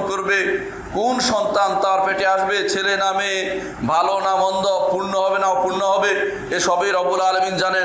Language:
Bangla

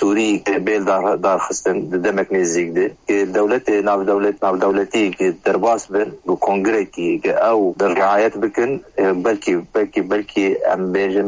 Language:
Kurdish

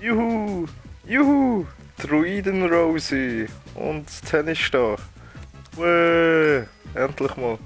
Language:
Swiss German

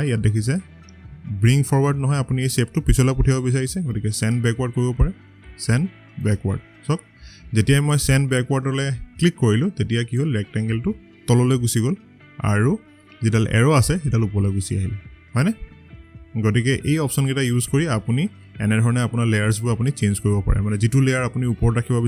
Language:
Assamese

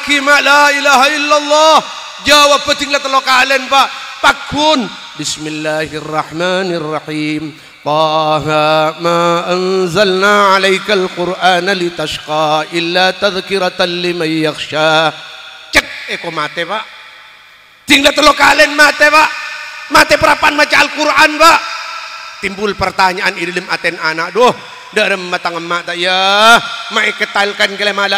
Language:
Madurese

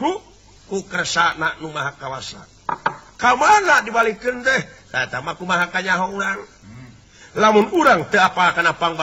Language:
Sundanese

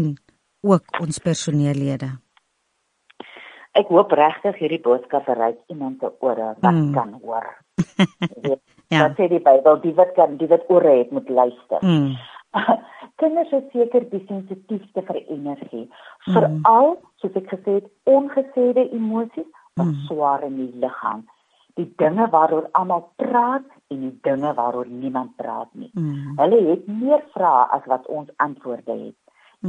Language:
Afrikaans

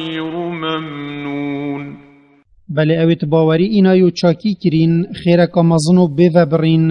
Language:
Kurdish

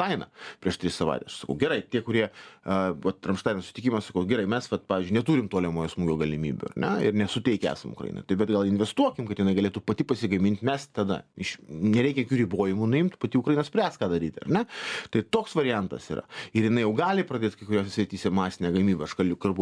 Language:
Lithuanian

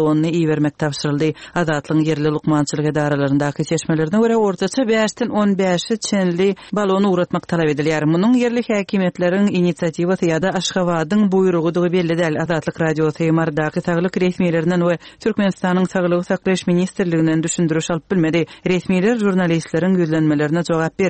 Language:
Turkmen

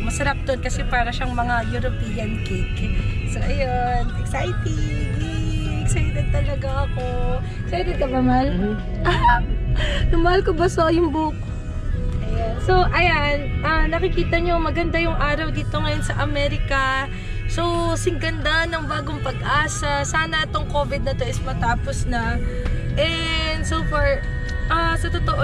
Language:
Filipino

